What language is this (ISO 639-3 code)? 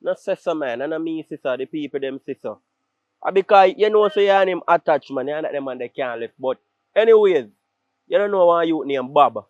jam